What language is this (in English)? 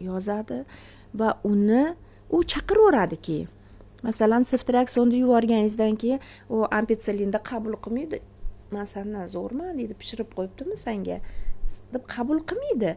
Uzbek